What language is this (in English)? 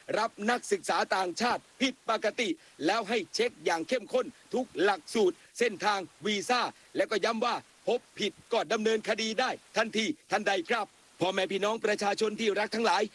Thai